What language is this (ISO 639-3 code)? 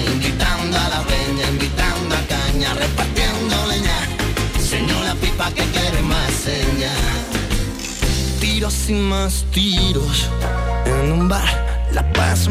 spa